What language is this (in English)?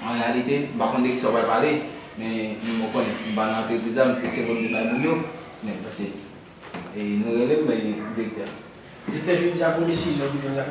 Haitian Creole